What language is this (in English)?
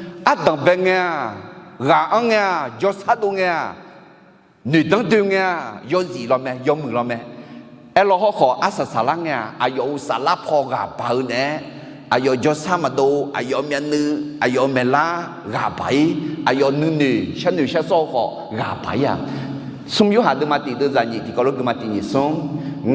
Akha